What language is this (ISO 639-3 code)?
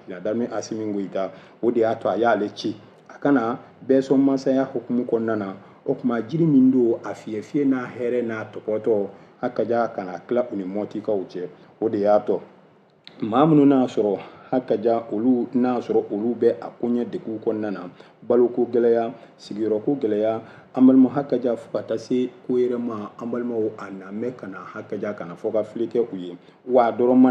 bam